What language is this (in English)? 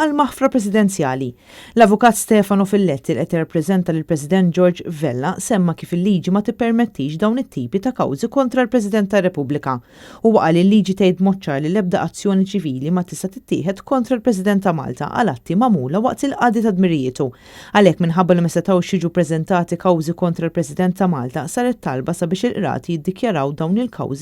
Maltese